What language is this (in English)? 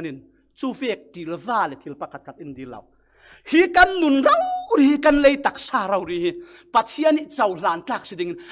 Falam Chin